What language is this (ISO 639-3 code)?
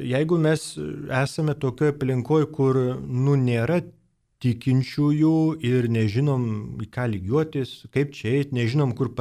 lit